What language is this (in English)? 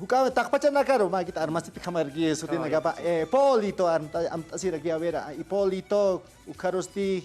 Aymara